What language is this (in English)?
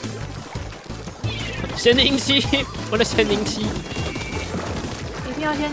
Chinese